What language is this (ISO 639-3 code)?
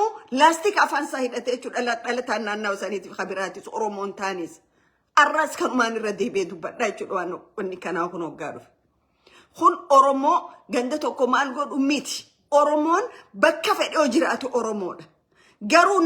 orm